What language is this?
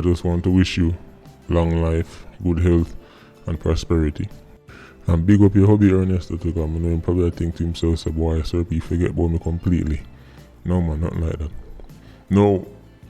Jamaican Creole English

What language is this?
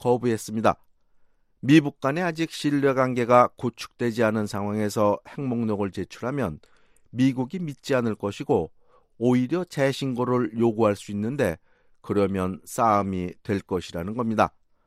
Korean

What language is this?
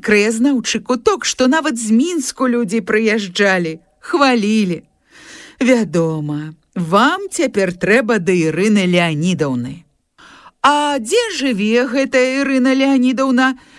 Belarusian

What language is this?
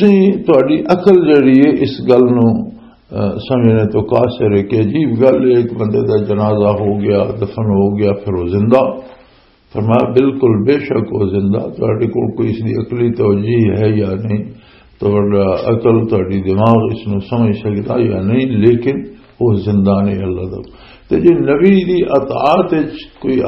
Western Panjabi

